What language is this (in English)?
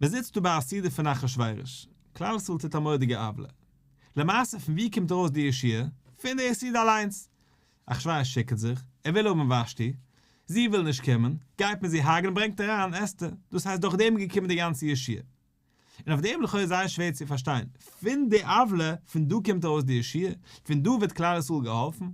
Yiddish